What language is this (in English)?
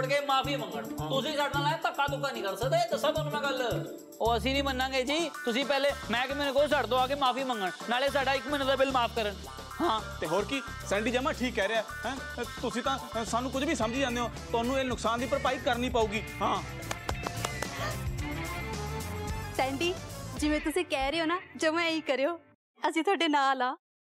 Punjabi